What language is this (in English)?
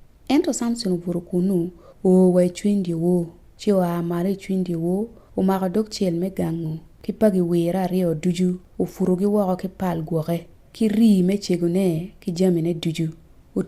Acoli